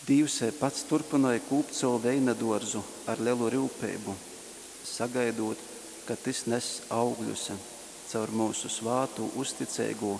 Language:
Latgalian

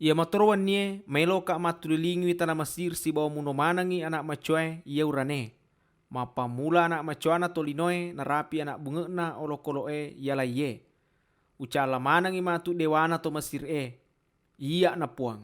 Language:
Buginese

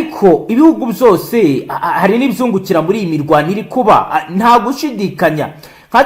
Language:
Kinyarwanda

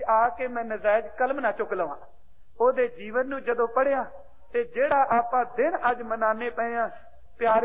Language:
Punjabi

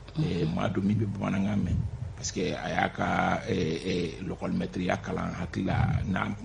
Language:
Bambara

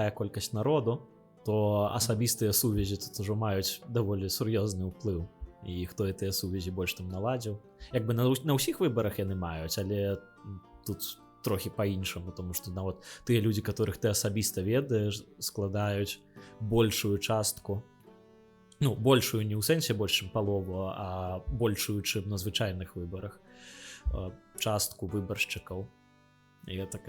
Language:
Belarusian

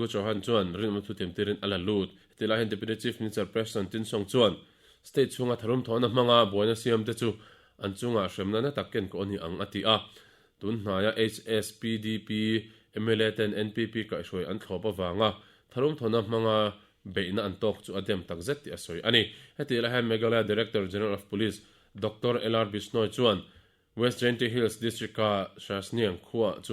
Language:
Mizo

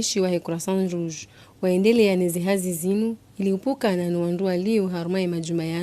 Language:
Ngazidja Comorian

